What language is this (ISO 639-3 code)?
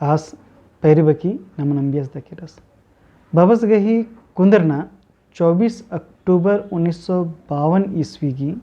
kru